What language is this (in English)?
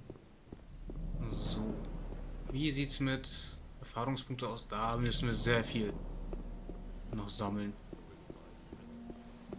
German